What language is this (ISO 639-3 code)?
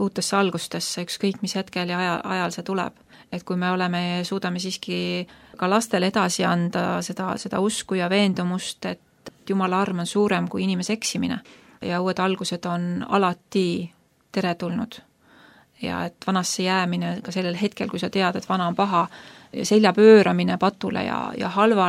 est